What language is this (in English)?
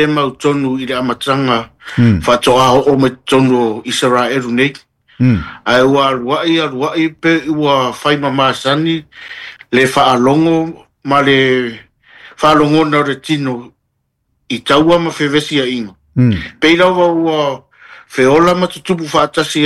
Samoan